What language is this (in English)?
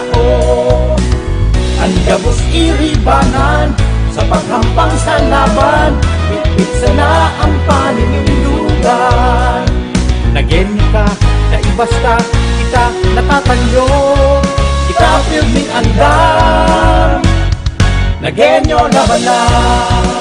Bikol